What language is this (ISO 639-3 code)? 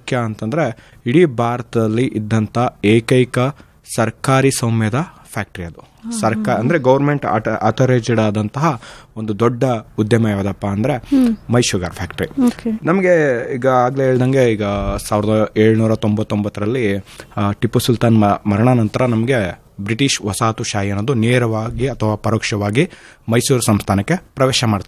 kan